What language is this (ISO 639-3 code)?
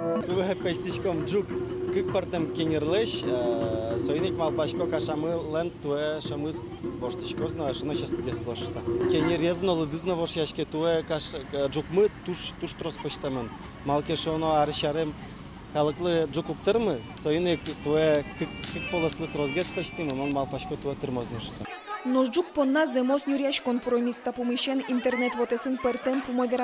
udm